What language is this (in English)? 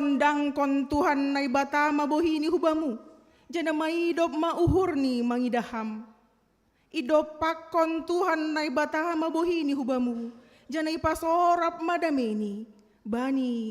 Batak Simalungun